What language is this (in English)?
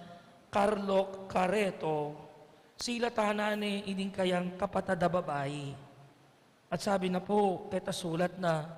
Pampanga